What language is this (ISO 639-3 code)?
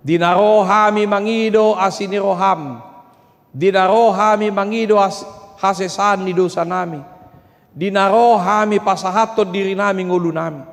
bbc